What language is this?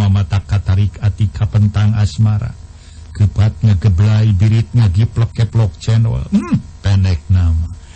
Sundanese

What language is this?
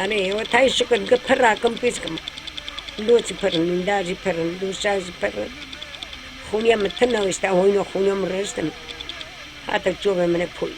Kurdish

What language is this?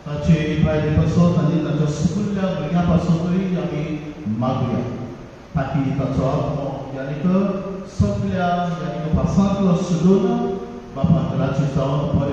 Konkani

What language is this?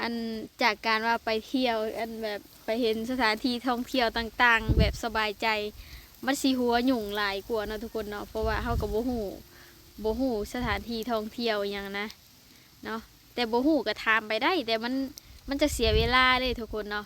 Lao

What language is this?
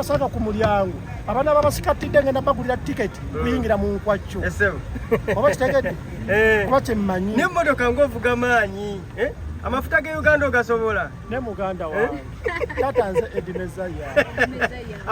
Ganda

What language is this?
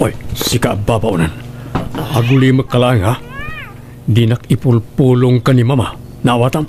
Iloko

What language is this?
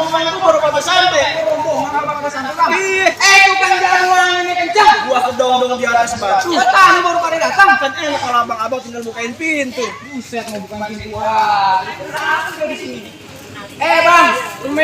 Betawi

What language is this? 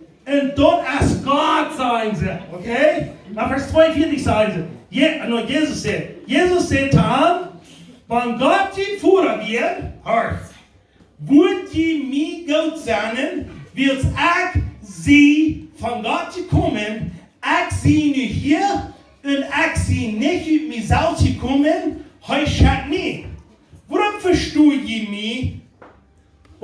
Plautdietsch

